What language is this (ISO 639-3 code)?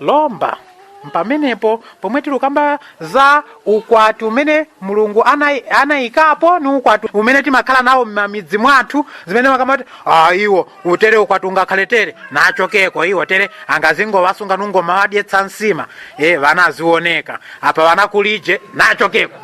nya